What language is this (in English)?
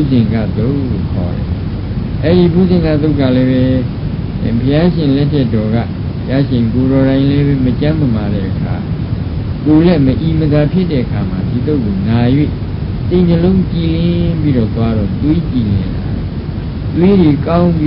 Burmese